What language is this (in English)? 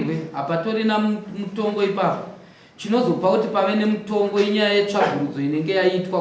Shona